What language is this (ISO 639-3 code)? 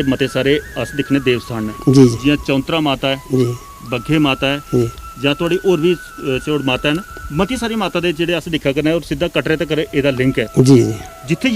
doi